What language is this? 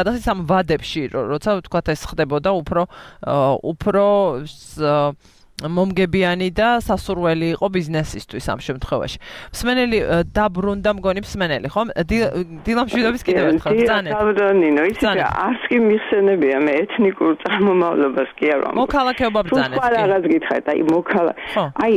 Georgian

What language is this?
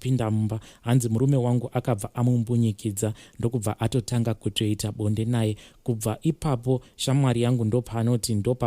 Shona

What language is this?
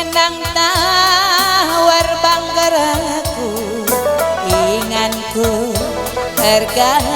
Batak Karo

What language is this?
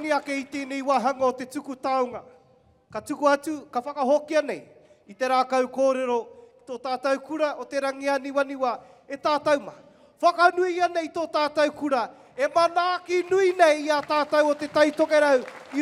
Māori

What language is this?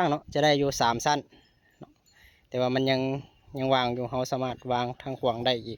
Lao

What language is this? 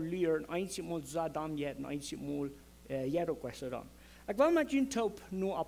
Plautdietsch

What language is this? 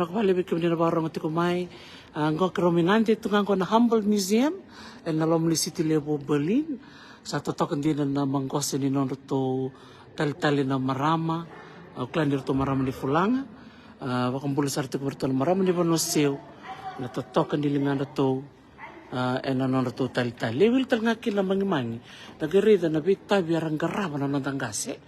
Fijian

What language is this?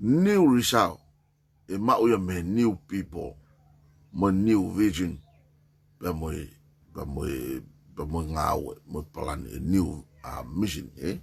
Tongan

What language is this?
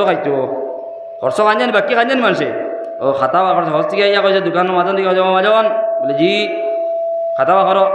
Sylheti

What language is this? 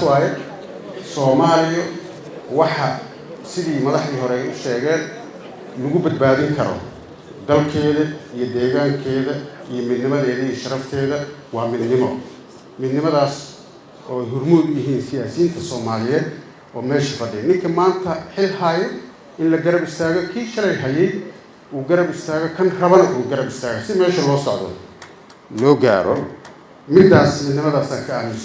Somali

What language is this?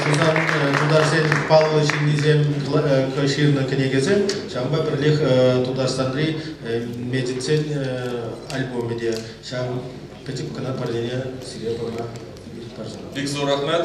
Chuvash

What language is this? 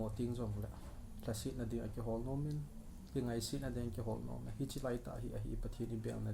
Thado Chin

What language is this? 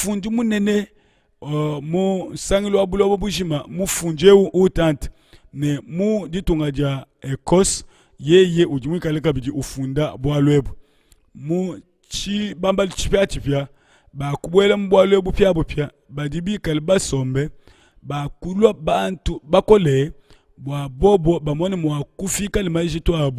Luba-Lulua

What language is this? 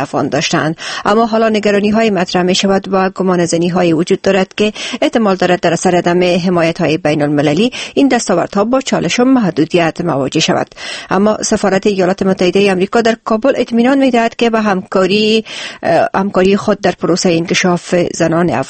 Persian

